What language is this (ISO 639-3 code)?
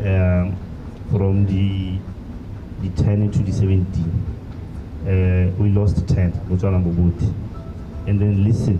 tsn